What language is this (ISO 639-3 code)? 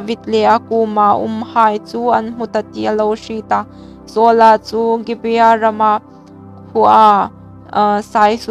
hmr